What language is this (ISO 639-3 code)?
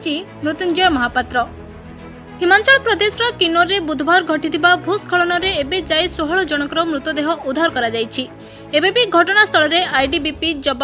ori